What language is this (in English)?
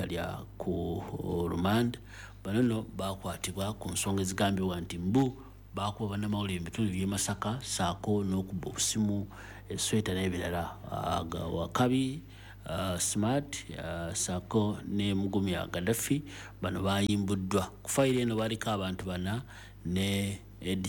Ganda